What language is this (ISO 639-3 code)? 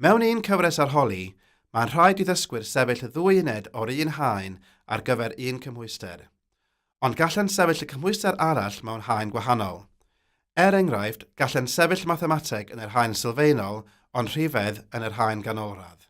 cym